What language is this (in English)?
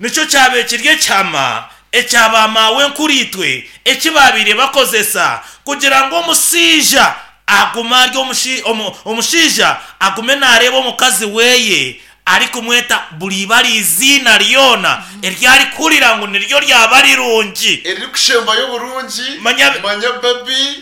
Nyankole